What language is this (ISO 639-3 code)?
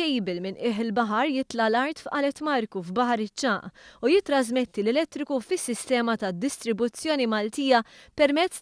mlt